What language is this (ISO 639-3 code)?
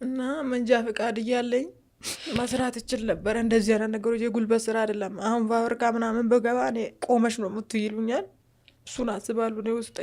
amh